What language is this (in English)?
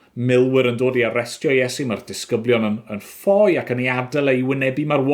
Welsh